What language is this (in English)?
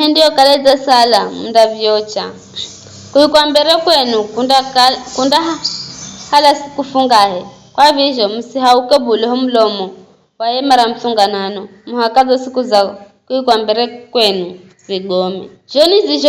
Giryama